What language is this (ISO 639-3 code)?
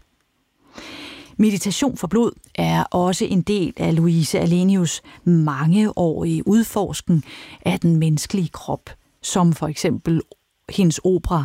dan